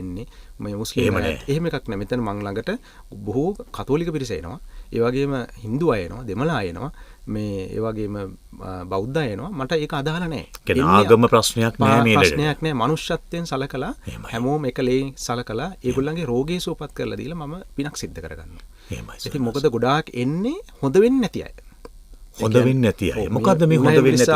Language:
Sinhala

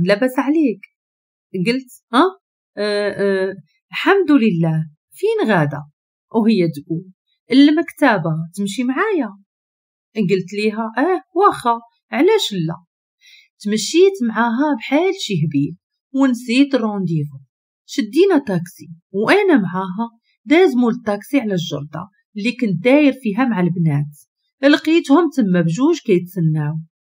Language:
Moroccan Arabic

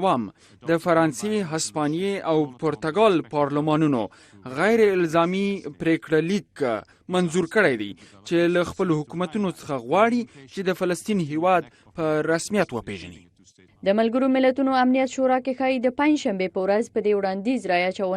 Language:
Pashto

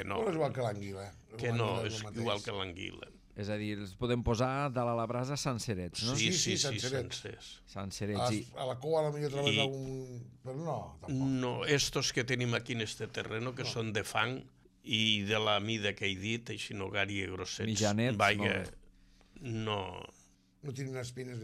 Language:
Catalan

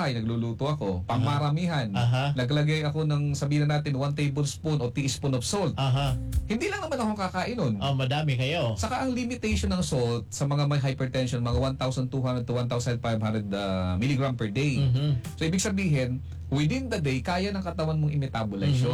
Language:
Filipino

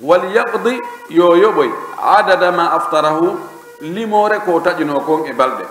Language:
Pular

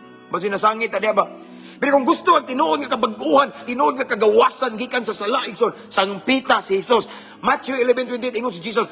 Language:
Cebuano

